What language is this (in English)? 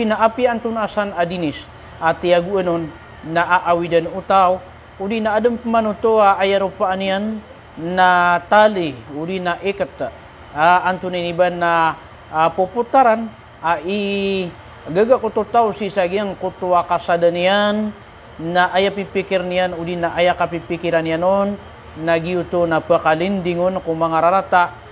Maranao